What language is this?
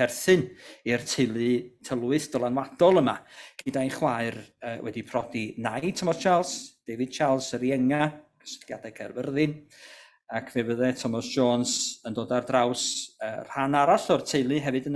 Welsh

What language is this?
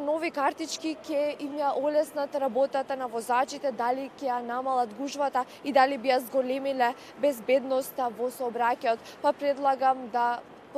Macedonian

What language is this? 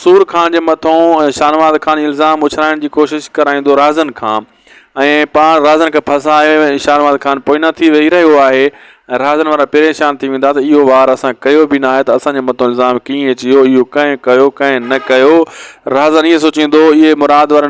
Sindhi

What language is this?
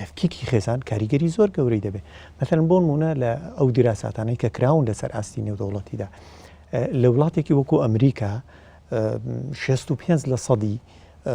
Central Kurdish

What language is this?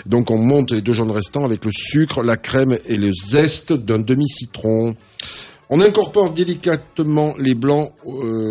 French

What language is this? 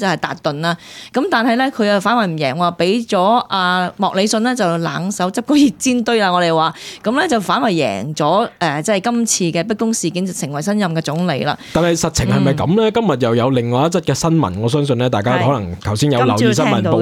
Cantonese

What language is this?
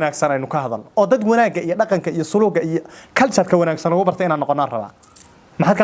Somali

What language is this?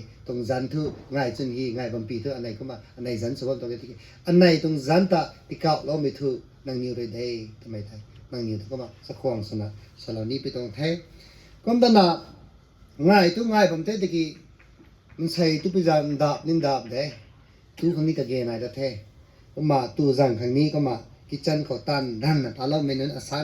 Rongmei Naga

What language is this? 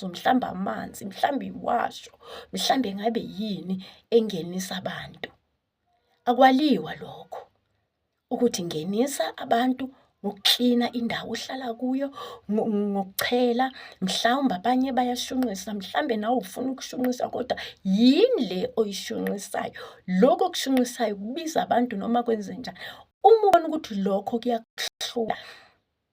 Zulu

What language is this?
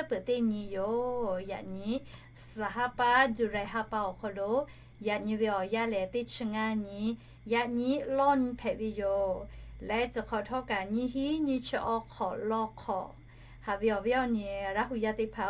Lahu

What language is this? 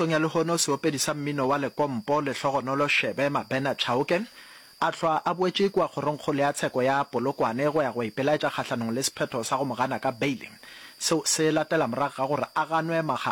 Northern Sotho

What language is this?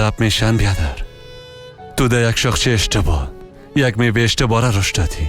Persian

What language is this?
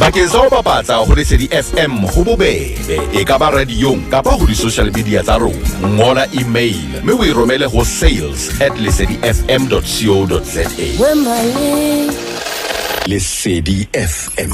Southern Sotho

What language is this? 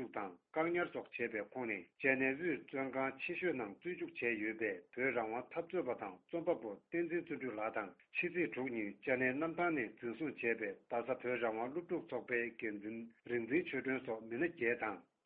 Tibetan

